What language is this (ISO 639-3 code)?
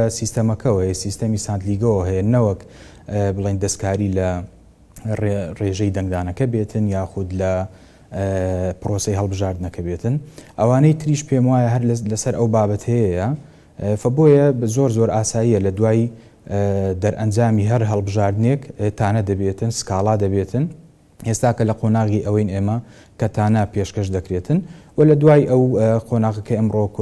ckb